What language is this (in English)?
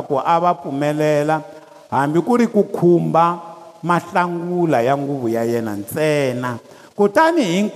Tsonga